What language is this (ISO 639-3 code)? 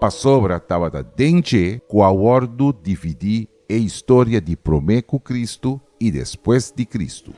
pap